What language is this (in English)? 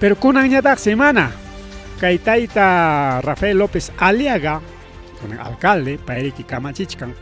Ayacucho Quechua